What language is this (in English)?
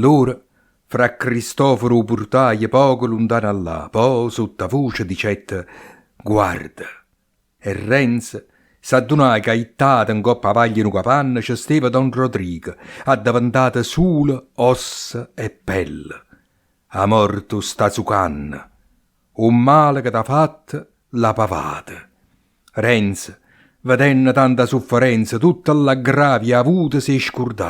Neapolitan